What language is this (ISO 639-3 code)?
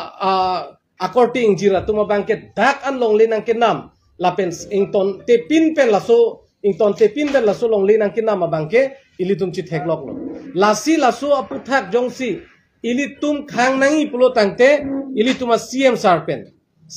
mjw